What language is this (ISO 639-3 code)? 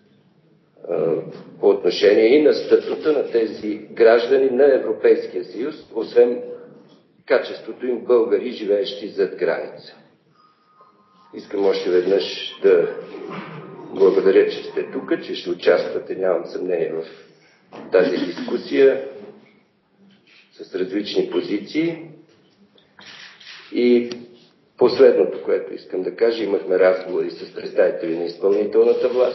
bul